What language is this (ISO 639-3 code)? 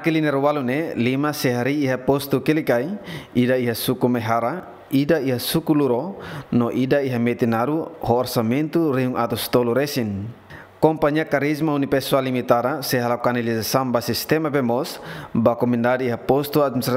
tet